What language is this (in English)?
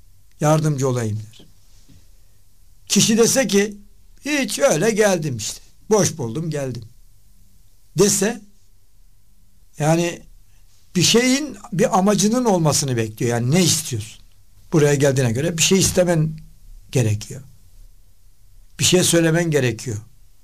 Turkish